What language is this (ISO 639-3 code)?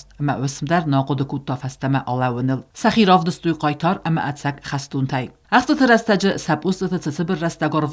oss